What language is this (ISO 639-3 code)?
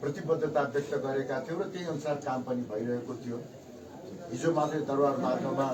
nep